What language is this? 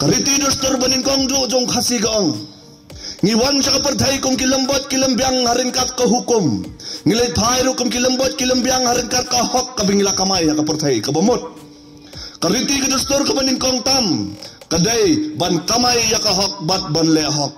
Khasi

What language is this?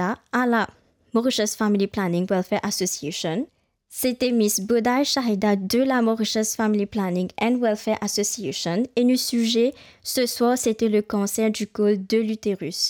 Morisyen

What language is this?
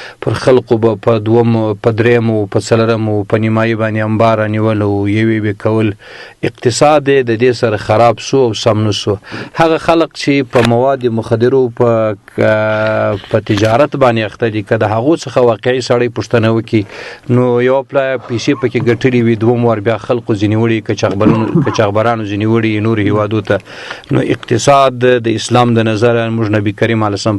Pashto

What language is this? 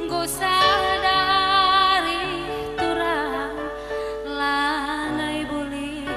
Batak Karo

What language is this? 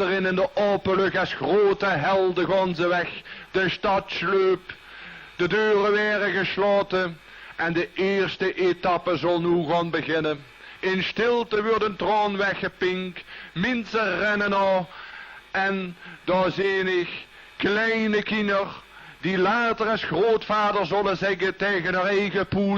Limburgish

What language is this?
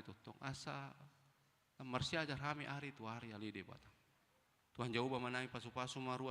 Batak Toba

